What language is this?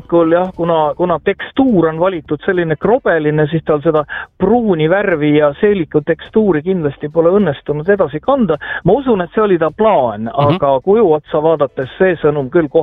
Estonian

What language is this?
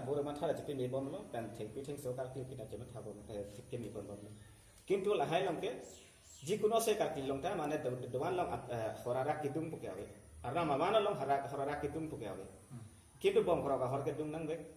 Karbi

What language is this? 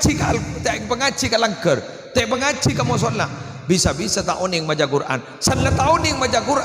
Madurese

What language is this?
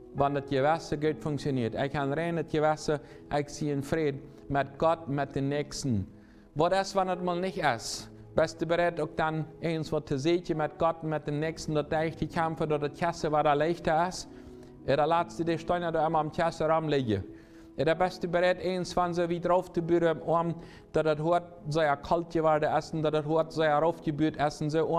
Plautdietsch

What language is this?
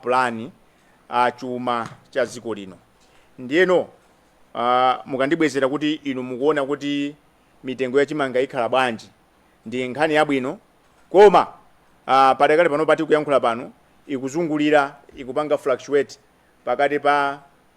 Nyanja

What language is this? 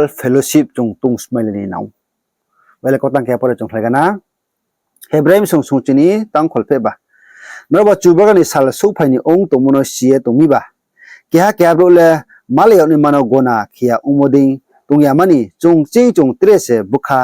Riang (India)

